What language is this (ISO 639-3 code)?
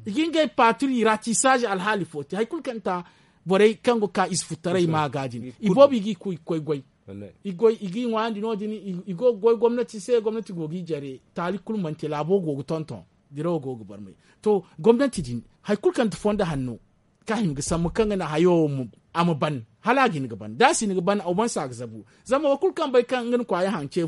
dje